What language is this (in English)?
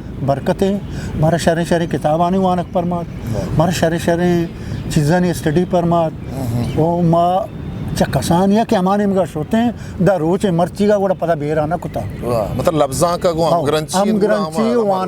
Eastern Balochi